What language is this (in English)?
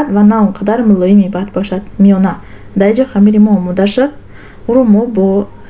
Tajik